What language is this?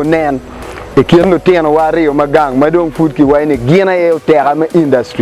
Acoli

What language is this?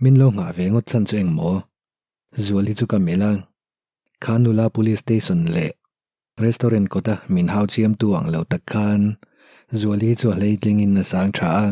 Mizo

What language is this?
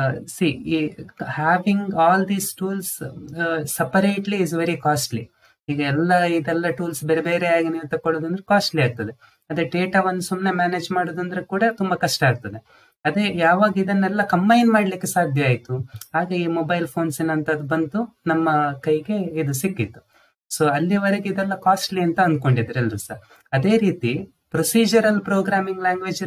Kannada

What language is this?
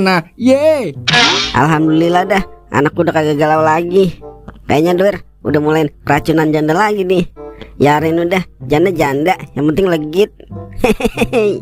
Betawi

